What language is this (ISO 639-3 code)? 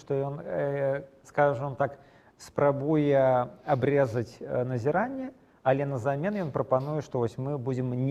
bel